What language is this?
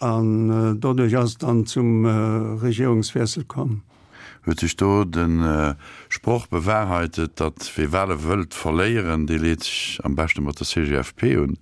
Luxembourgish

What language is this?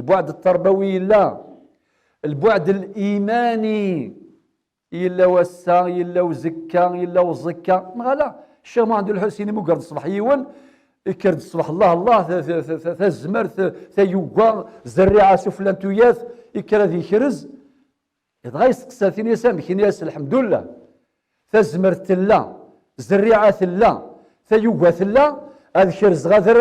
Kabyle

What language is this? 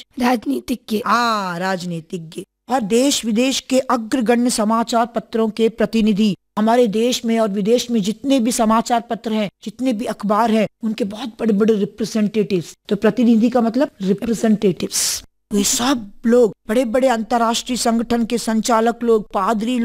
Hindi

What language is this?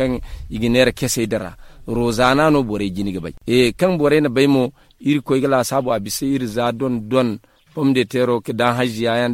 Zarma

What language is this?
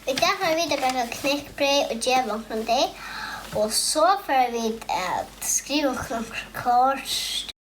Faroese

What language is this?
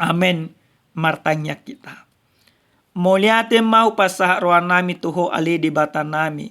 Batak Toba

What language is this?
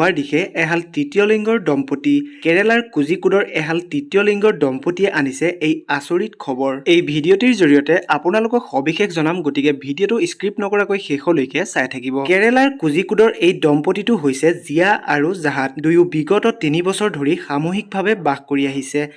Assamese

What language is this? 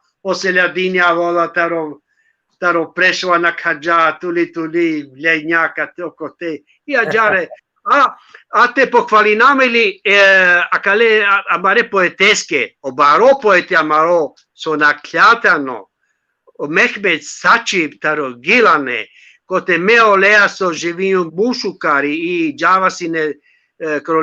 Balkan Romani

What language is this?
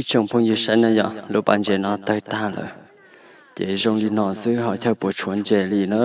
Hmong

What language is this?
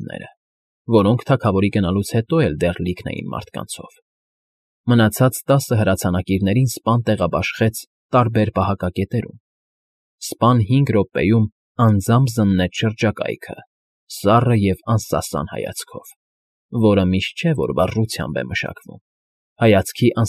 Armenian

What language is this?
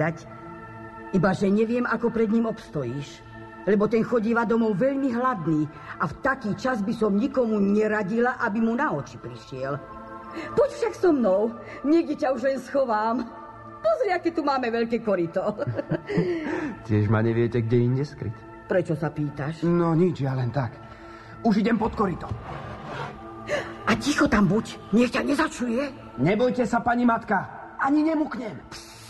Slovak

